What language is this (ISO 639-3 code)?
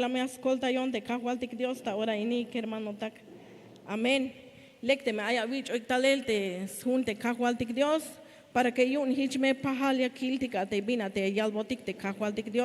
tzh